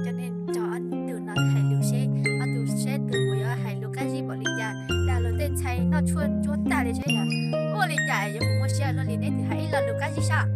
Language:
Hmong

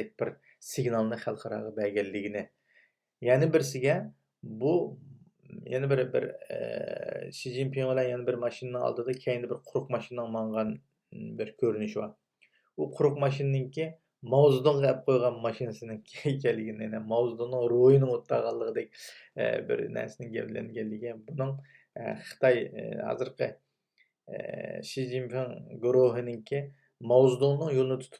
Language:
Uyghur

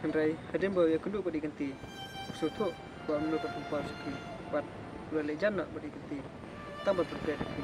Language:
Khasi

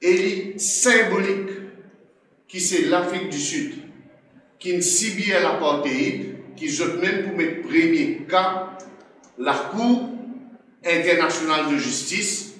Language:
Morisyen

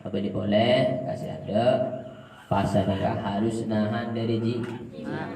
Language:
Madurese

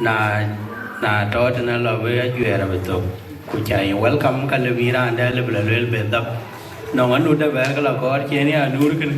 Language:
Dinka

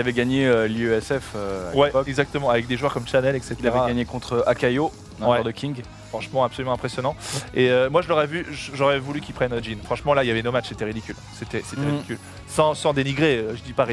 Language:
French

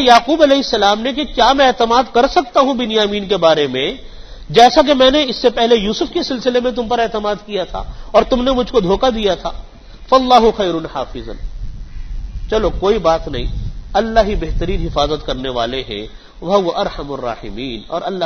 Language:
Urdu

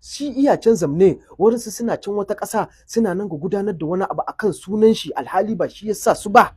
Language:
Hausa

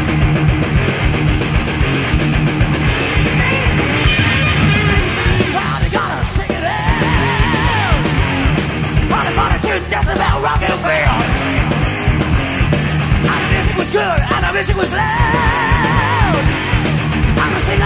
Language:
English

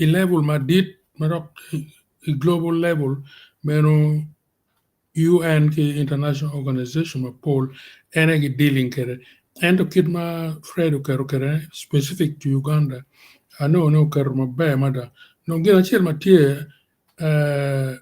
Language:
Acoli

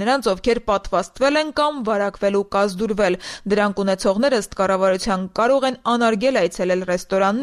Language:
Armenian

